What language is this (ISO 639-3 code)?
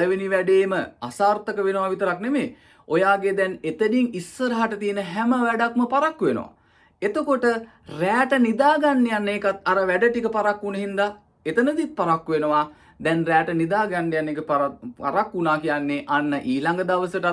sin